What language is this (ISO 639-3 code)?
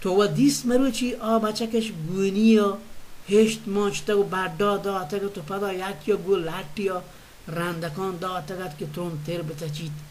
bal